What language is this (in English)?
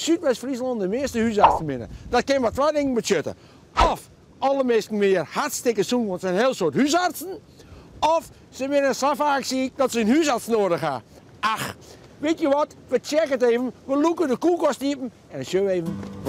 Western Frisian